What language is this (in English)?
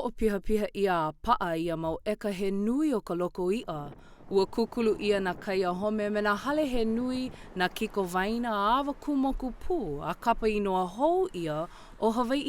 Hawaiian